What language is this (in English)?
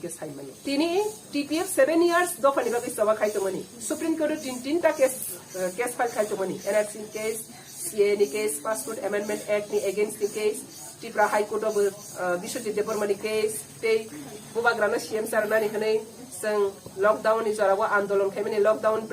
Kok Borok